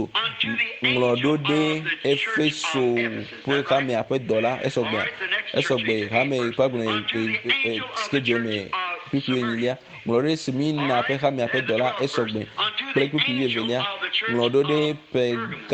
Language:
Ewe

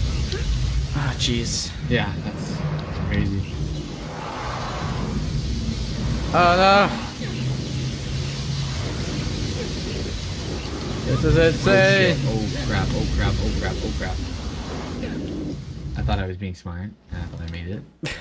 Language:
English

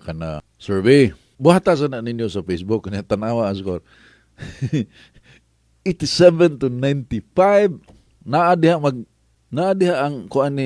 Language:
Cebuano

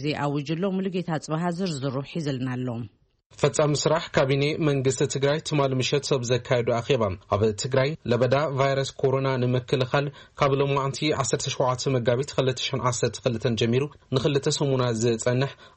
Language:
Tigrinya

